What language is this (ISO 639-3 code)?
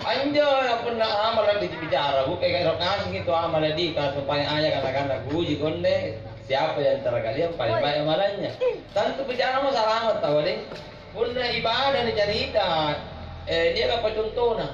mak